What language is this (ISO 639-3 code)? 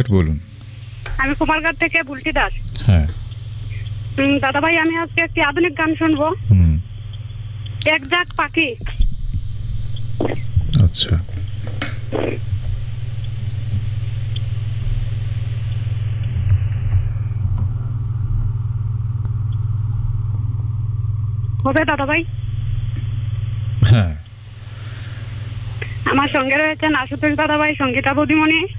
ben